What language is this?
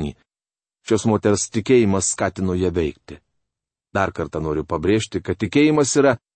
Lithuanian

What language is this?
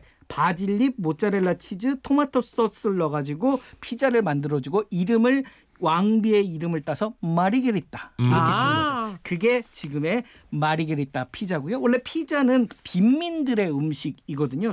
Korean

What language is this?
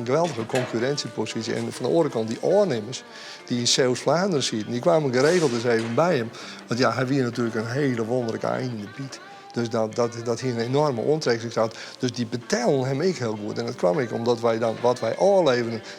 Western Frisian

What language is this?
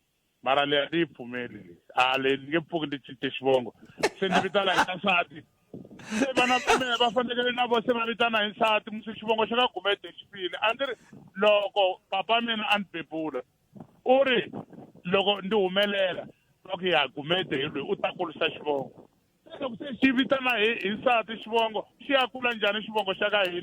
Tsonga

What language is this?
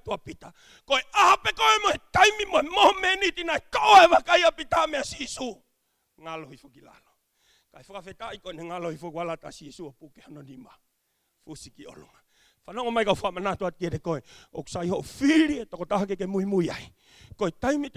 Tongan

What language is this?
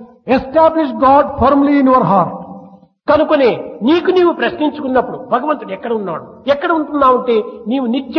Telugu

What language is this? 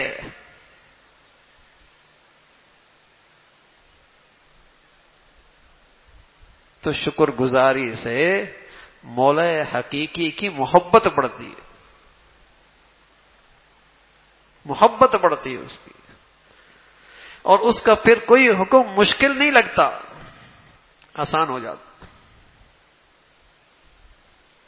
Urdu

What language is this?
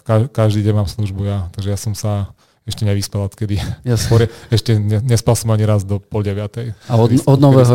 Slovak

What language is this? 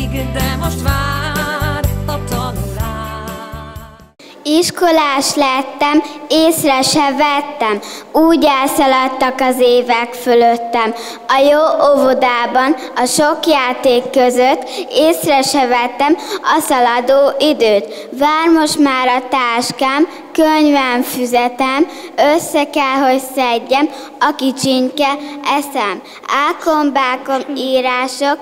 Hungarian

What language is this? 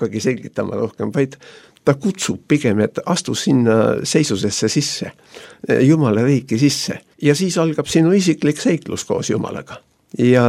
Estonian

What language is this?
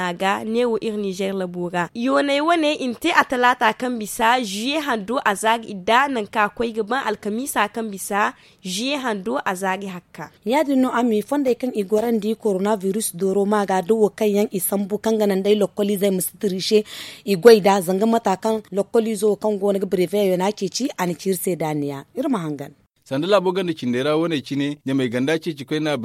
Zarma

